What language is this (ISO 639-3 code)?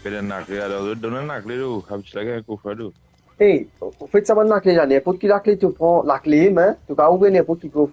mfe